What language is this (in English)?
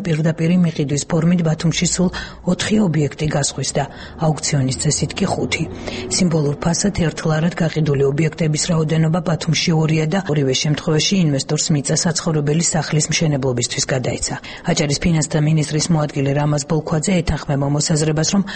Georgian